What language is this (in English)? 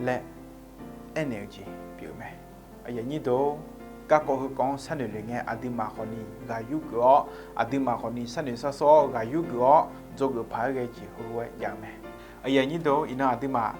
Akha